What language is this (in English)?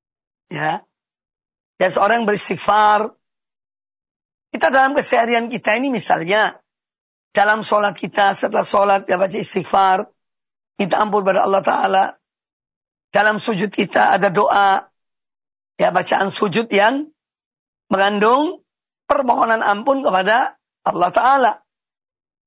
Indonesian